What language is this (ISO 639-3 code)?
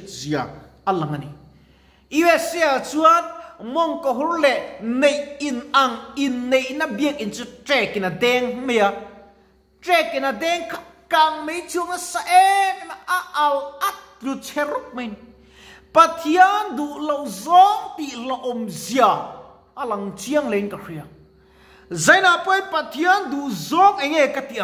lus